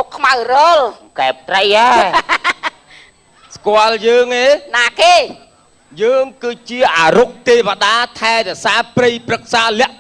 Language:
Khmer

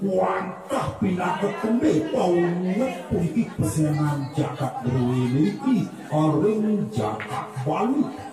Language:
Balinese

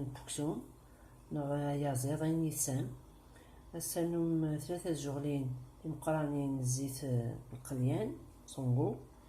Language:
Kabyle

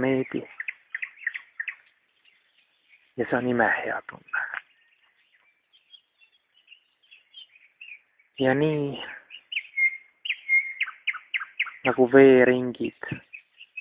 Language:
Estonian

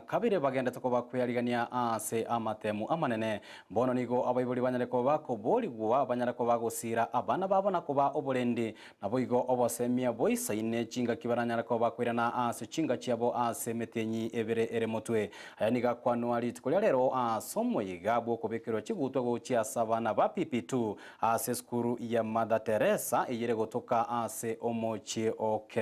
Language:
Gusii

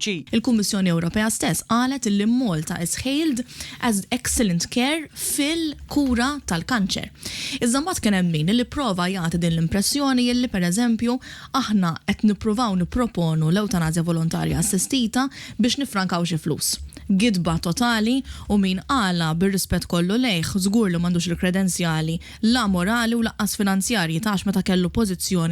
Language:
Maltese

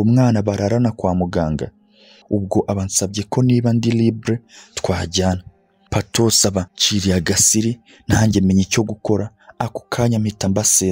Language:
Kinyarwanda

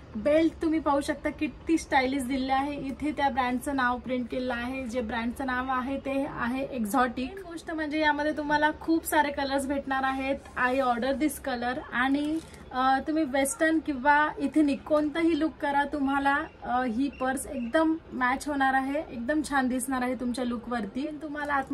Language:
Marathi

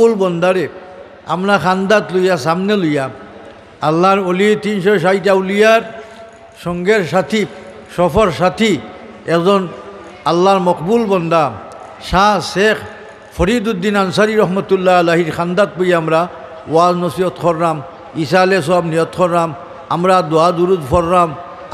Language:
Sylheti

